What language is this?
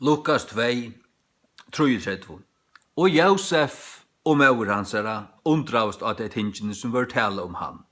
Faroese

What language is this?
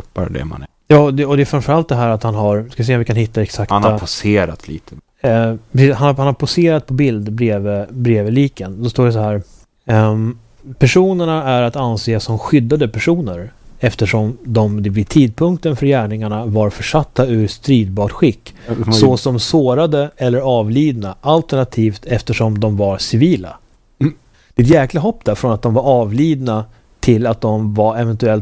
Swedish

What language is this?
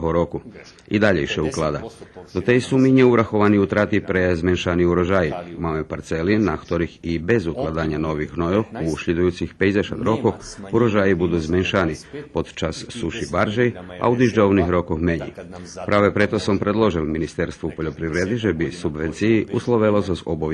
Rusyn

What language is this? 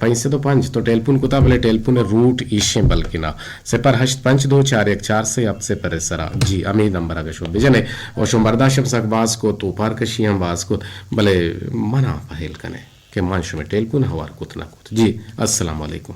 Eastern Balochi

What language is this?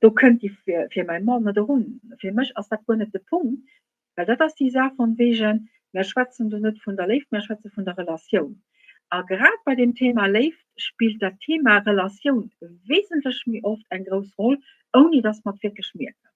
Luxembourgish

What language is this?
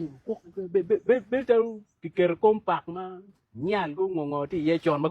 Acoli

